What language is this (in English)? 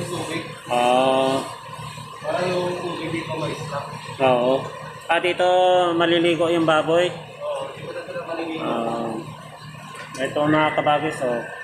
Filipino